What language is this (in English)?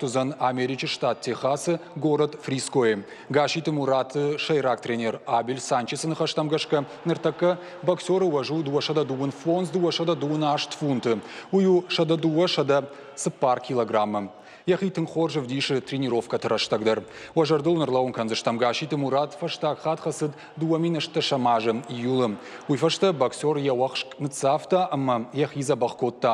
Ossetic